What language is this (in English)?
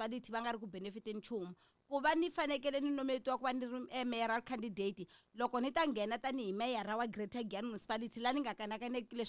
Tsonga